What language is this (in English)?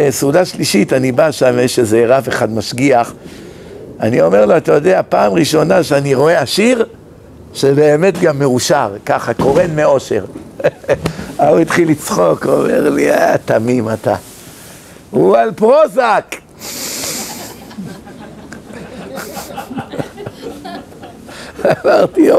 Hebrew